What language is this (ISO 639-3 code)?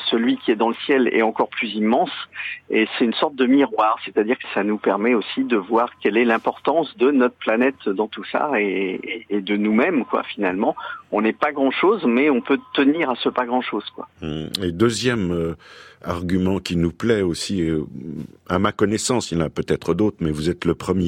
fra